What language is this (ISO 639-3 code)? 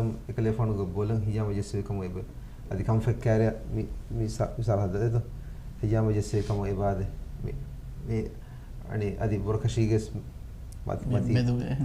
div